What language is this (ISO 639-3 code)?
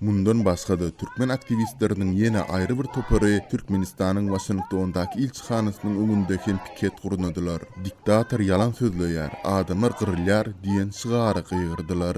tuk